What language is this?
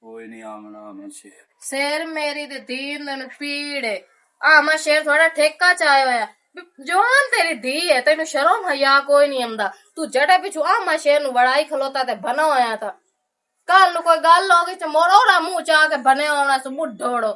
Western Panjabi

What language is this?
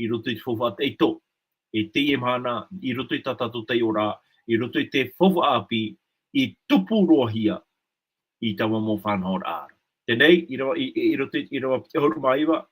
Tahitian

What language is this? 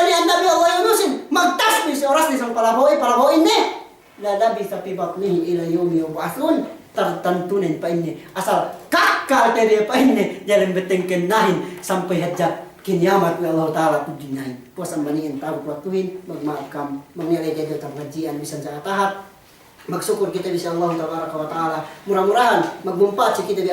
Yakan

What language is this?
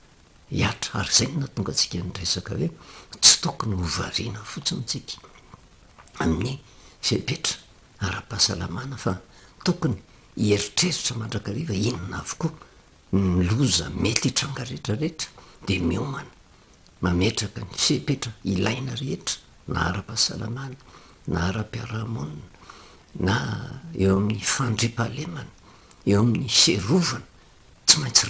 Malagasy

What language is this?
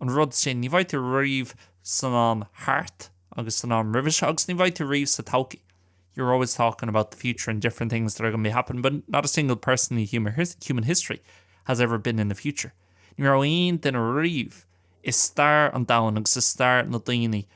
Irish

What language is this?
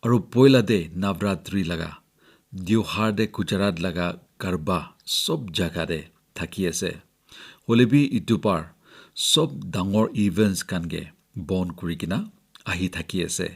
Naga Pidgin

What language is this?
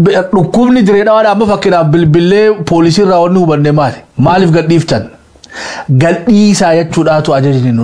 Oromo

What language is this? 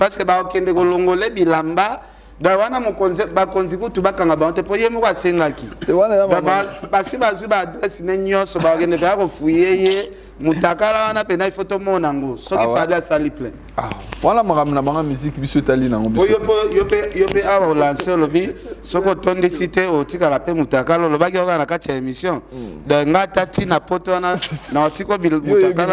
Lingala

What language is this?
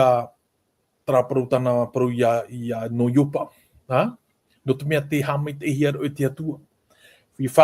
Tahitian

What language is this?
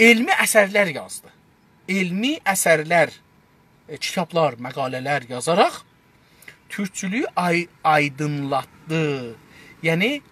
South Azerbaijani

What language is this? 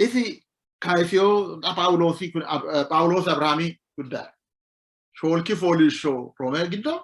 Sidamo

